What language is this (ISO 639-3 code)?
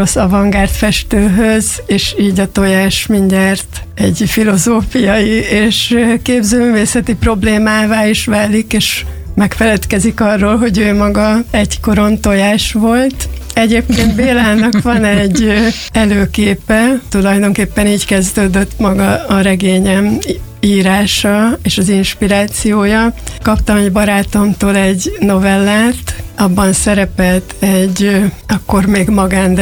hun